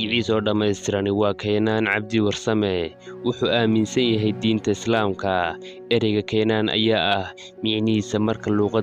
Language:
Somali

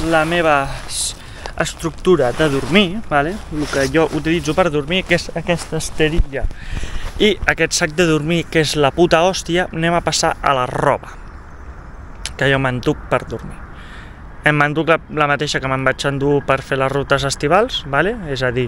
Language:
Catalan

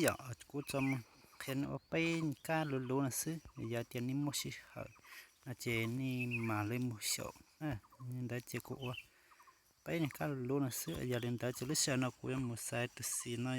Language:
Hmong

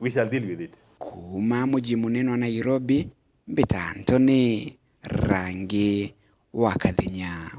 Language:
Meru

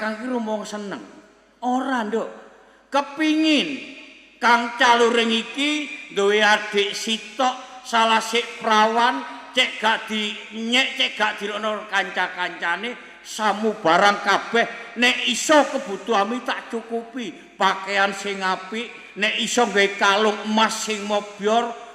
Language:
Javanese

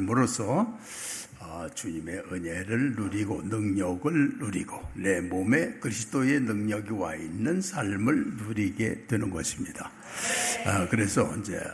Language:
Korean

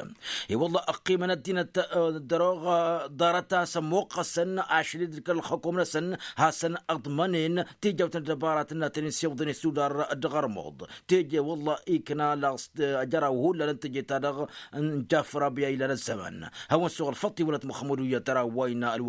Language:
Tamasheq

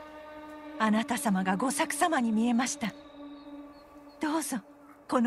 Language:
Japanese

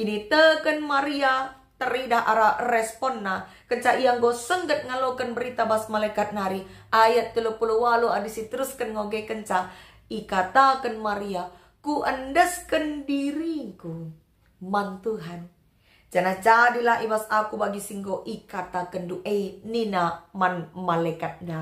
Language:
Batak Karo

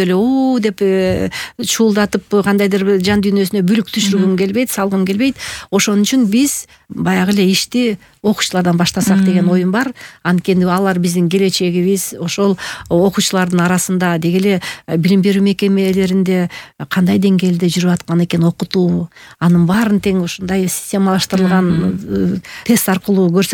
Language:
Kyrgyz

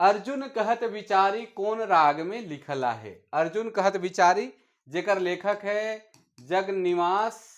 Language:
Sadri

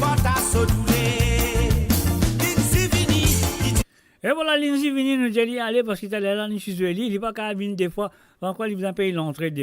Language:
Morisyen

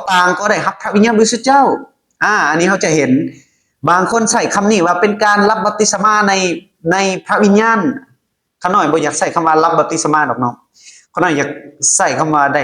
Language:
Lao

